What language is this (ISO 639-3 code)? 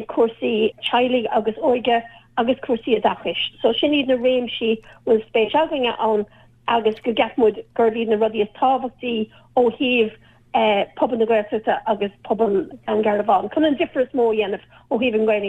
gle